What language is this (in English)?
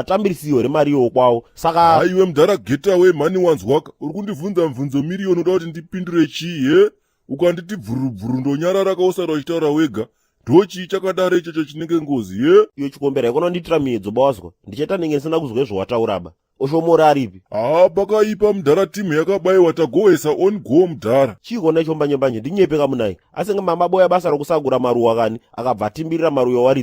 Shona